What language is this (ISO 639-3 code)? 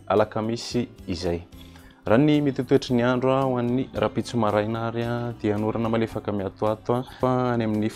mlg